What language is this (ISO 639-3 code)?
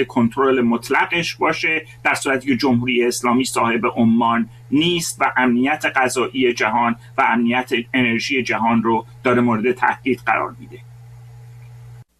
fas